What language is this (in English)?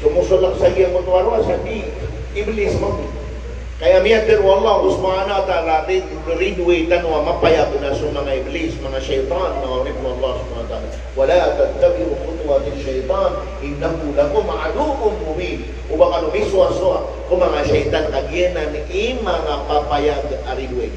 Maranao